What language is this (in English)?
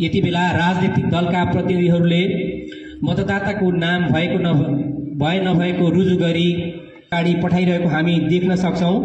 Nepali